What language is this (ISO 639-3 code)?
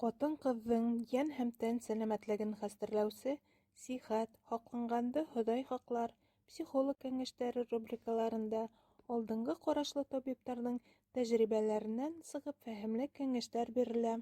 bak